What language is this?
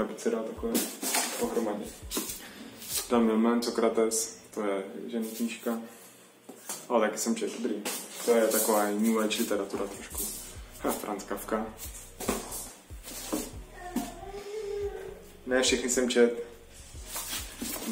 Czech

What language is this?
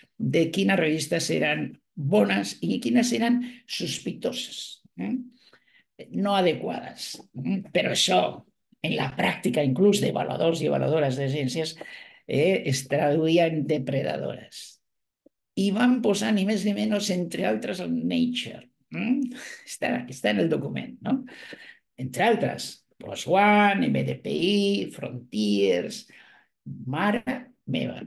Catalan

